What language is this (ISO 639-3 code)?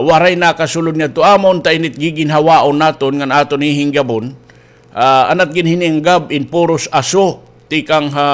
war